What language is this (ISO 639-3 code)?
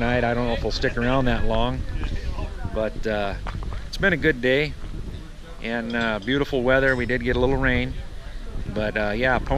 eng